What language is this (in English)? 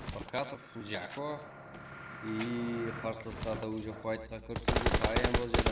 Kara-Kalpak